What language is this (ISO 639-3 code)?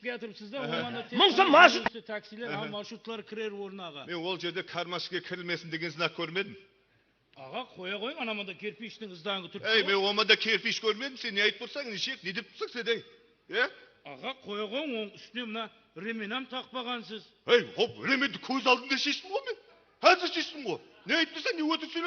kaa